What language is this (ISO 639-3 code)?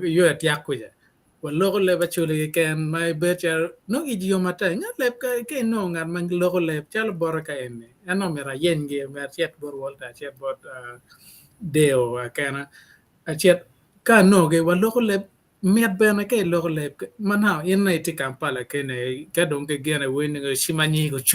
ach